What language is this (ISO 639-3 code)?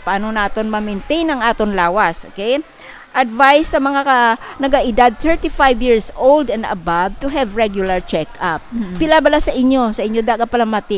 hil